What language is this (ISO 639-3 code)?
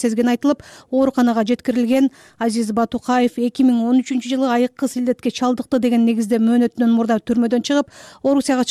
kir